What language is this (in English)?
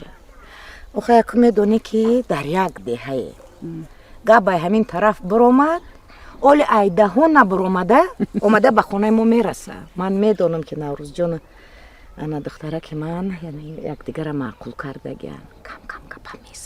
Tajik